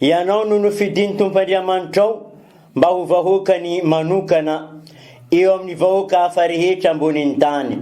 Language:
Malagasy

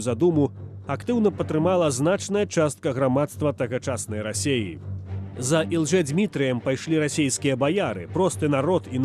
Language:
Belarusian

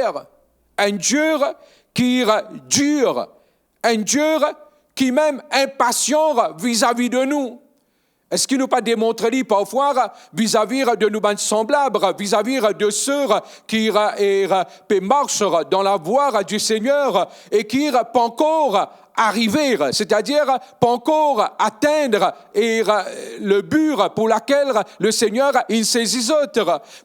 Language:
Morisyen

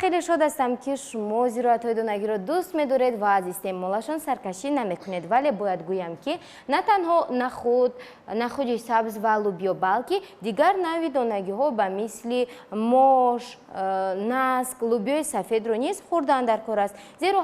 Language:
Tajik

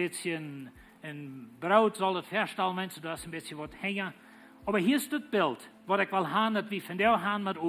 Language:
Plautdietsch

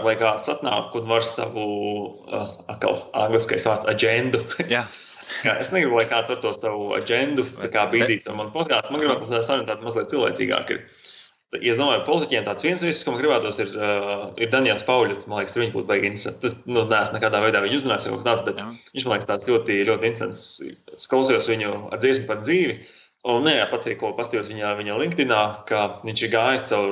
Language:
Latvian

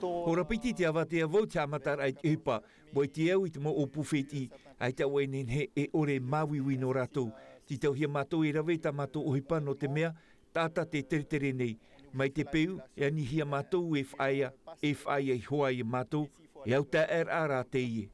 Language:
Tahitian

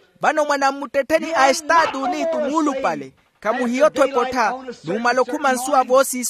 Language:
Makhuwa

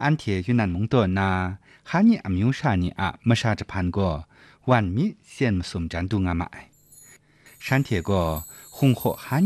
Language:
Kachin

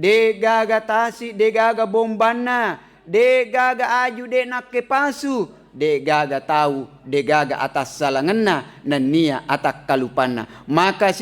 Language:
Buginese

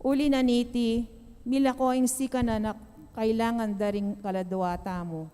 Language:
Pampanga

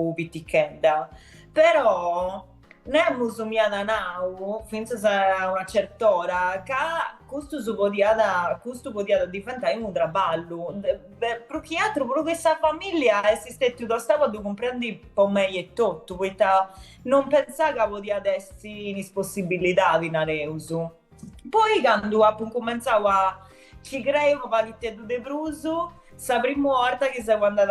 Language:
Sardinian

